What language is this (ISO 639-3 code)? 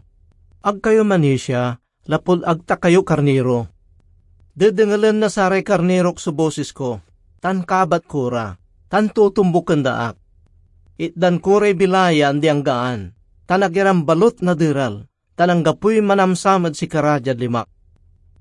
pag